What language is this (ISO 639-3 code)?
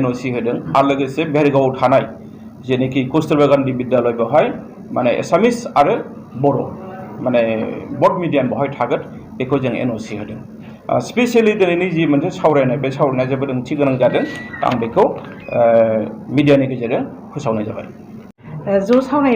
brx